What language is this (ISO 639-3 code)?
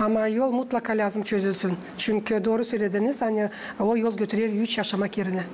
gag